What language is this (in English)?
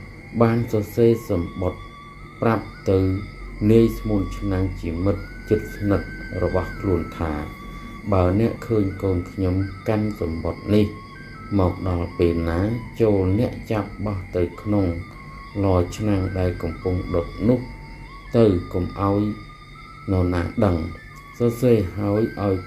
Khmer